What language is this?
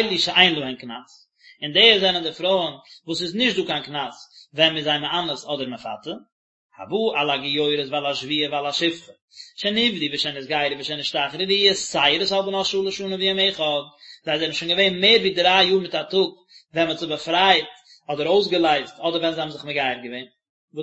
Yiddish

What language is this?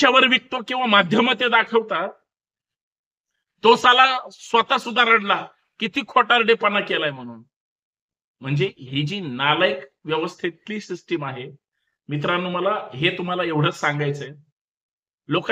Marathi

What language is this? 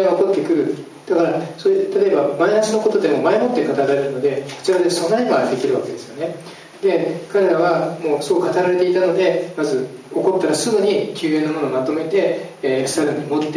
Japanese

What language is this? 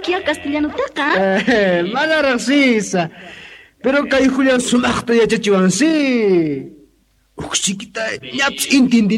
Quechua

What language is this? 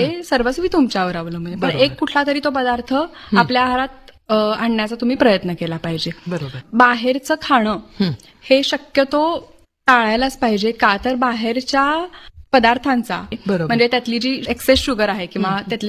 Marathi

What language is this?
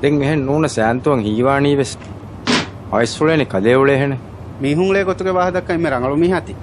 Divehi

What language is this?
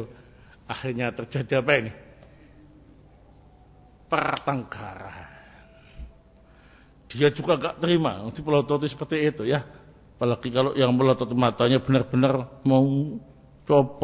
Indonesian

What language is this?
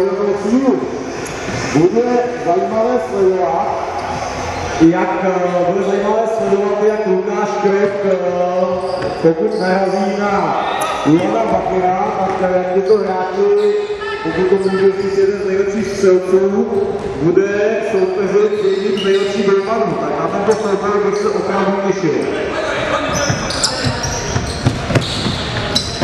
Czech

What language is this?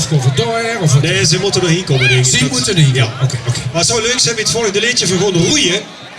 Limburgish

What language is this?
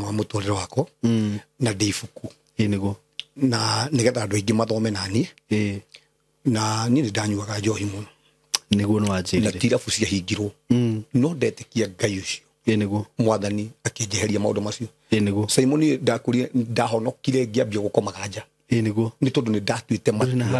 Kikuyu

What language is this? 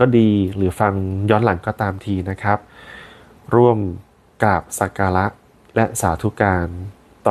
Thai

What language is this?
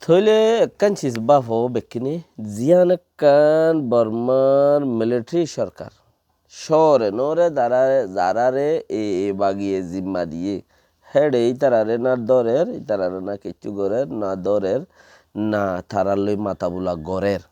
Rohingya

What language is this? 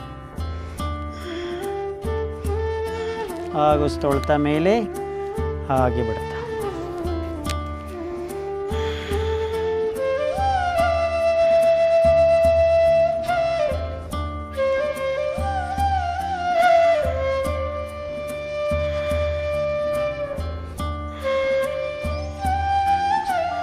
Kannada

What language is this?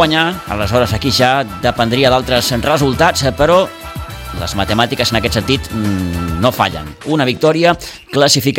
Catalan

